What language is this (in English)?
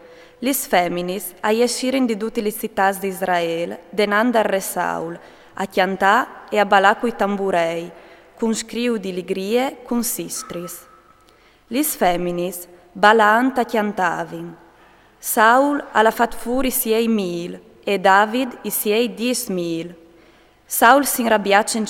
Friulian